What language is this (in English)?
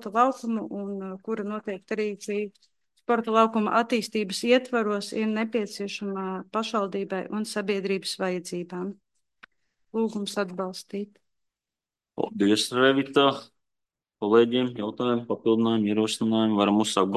Latvian